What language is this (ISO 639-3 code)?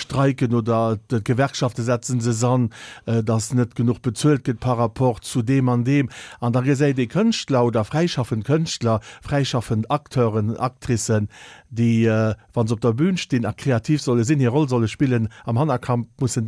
ltz